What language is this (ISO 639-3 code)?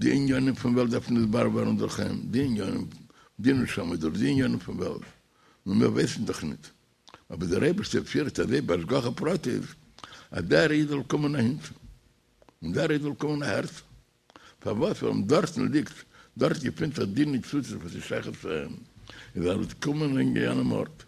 yid